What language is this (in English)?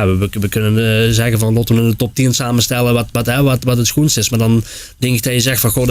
Limburgish